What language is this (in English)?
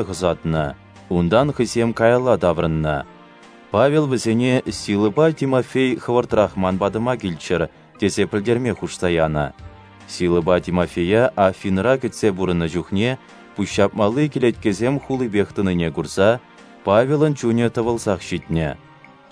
Chuvash